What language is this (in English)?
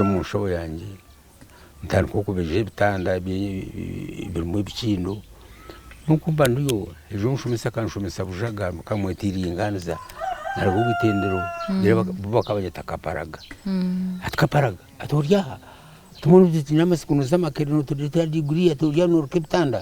Nyankole